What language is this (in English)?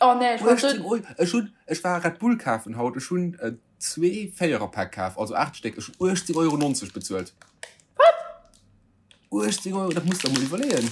Luxembourgish